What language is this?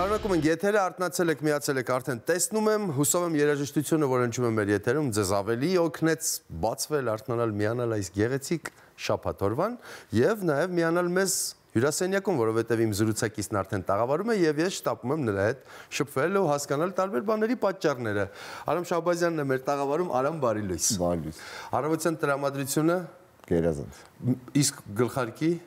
Armenian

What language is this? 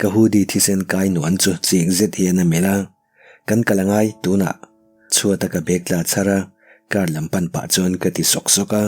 Mizo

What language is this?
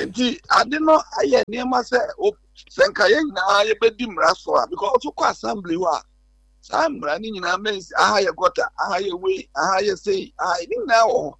Akan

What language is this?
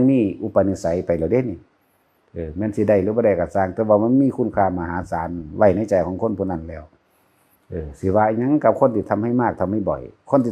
Northeastern Thai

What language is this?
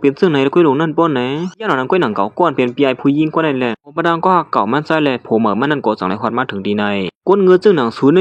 Shan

